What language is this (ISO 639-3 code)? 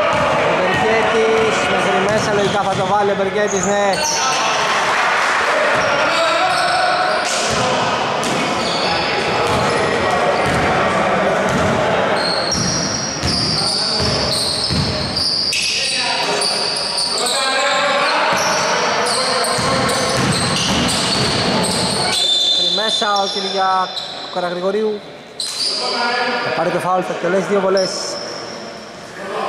ell